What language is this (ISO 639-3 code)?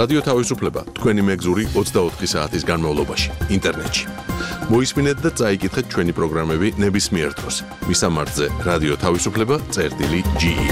kat